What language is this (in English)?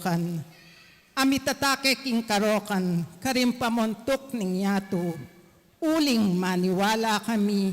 Pampanga